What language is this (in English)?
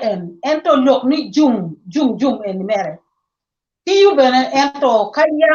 Acoli